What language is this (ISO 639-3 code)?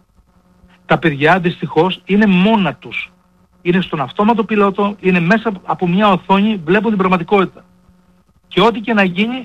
ell